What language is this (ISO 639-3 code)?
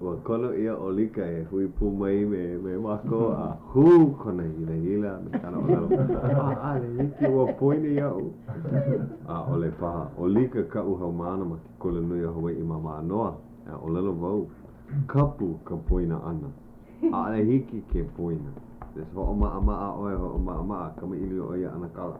haw